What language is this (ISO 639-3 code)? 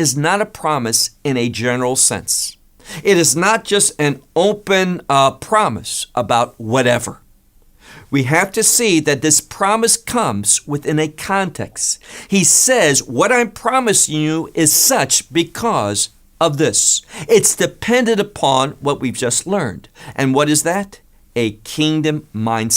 eng